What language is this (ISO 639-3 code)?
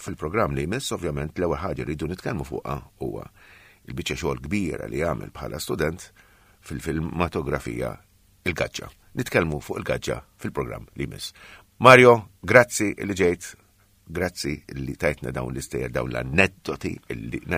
mlt